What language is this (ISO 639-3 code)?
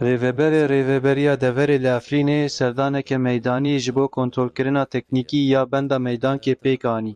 kur